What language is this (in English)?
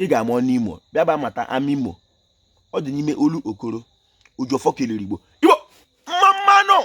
Igbo